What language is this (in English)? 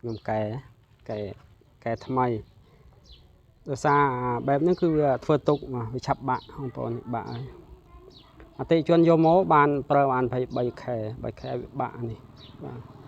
Khmer